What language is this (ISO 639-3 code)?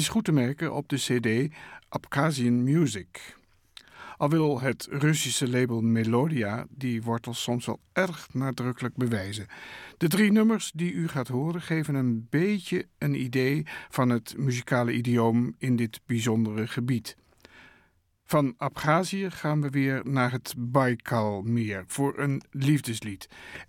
nld